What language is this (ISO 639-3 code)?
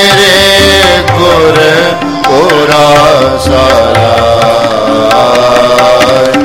pan